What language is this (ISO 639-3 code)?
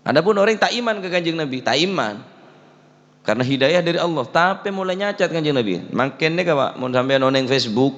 mad